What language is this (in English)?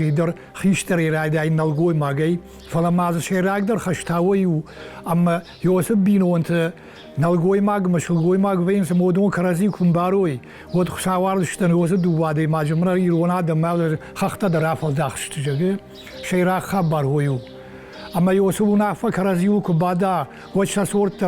Ossetic